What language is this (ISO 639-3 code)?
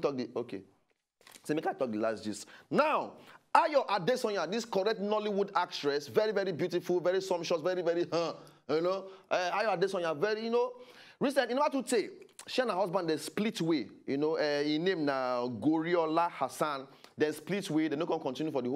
pcm